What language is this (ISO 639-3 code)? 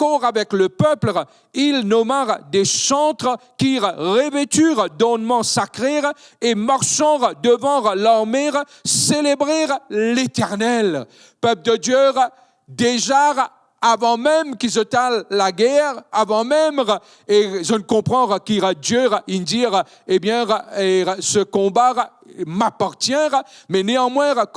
mfe